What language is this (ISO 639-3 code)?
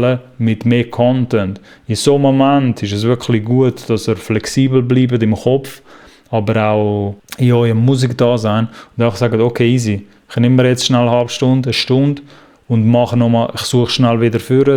gsw